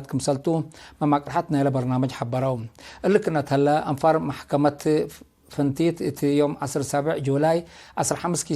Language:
Tigre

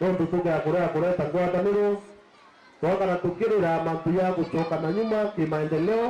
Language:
Meru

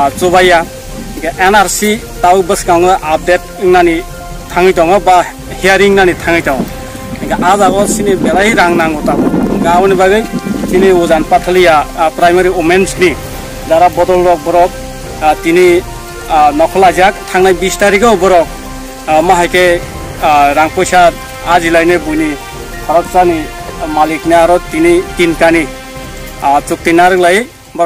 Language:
Riang (India)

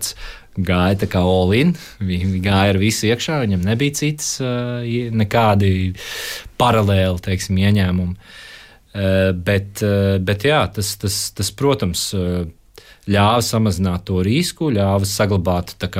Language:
Latvian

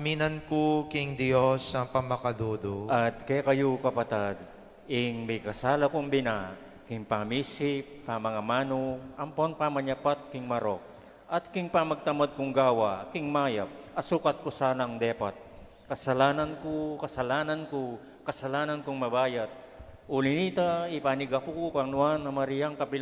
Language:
Pampanga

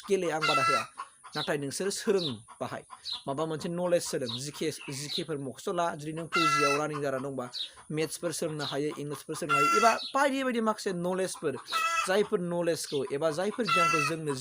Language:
Bodo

